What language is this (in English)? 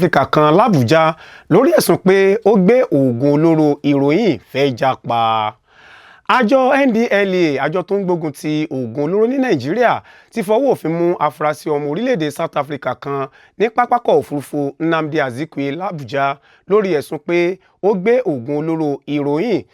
Yoruba